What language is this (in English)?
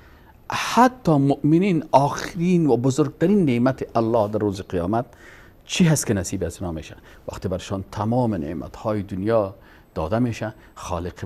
Persian